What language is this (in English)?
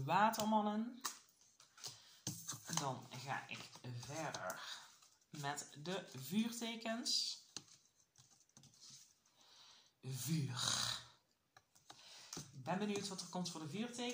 Dutch